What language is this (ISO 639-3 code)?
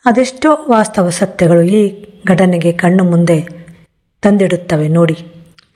kan